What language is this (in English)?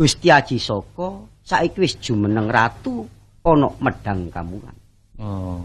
Javanese